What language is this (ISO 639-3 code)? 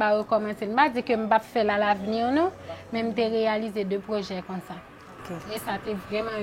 hat